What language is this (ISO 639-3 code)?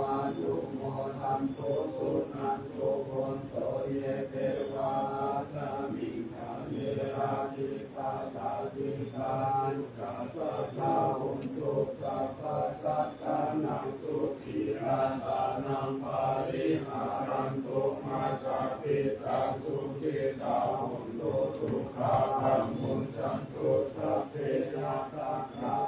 pli